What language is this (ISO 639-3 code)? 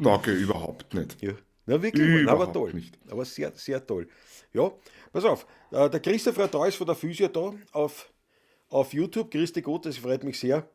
bar